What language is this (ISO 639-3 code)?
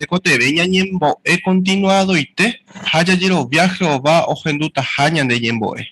grn